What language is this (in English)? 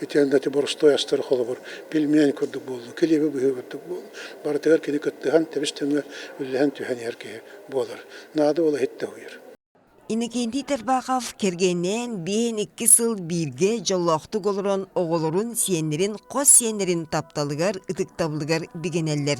Yakut